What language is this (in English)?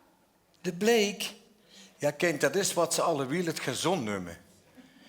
Limburgish